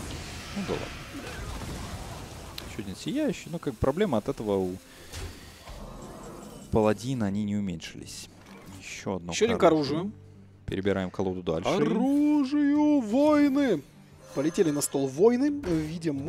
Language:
Russian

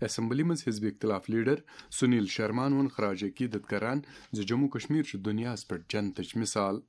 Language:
Kashmiri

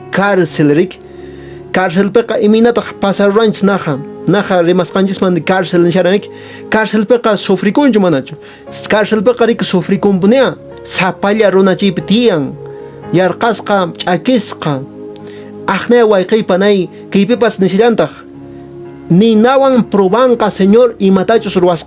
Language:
Quechua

